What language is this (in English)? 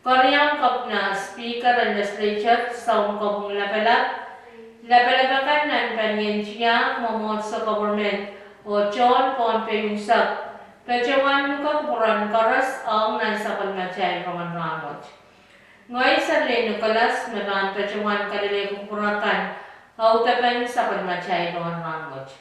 Pohnpeian